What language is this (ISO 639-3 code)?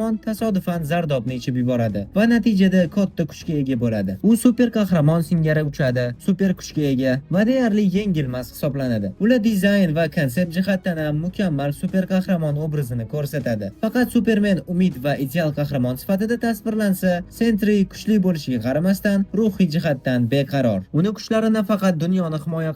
uzb